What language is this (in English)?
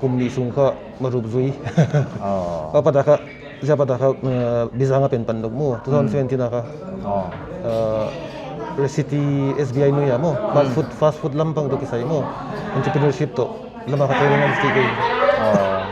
Paite Chin